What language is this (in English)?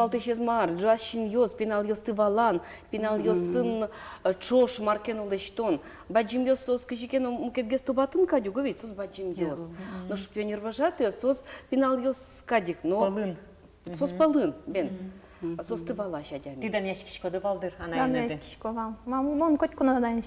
Udmurt